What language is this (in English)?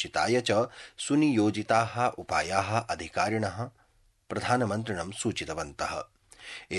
Sanskrit